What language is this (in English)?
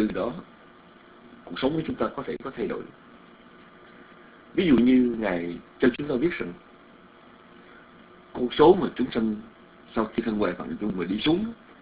Vietnamese